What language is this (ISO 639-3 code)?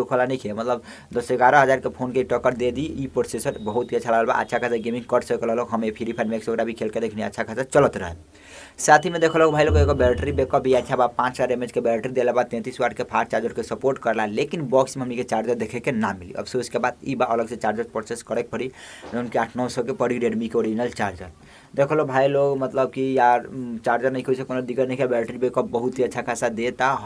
bho